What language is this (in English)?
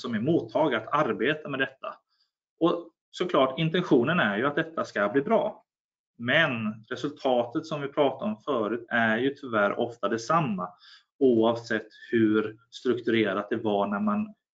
Swedish